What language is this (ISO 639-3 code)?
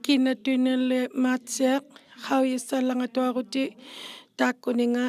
iku